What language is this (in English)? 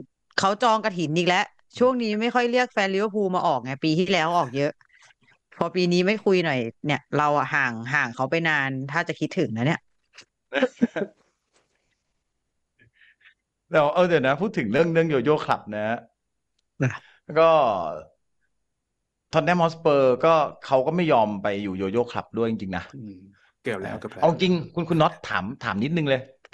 Thai